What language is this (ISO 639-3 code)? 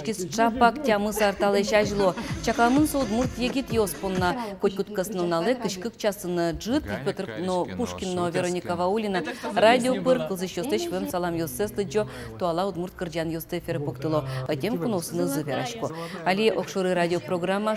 udm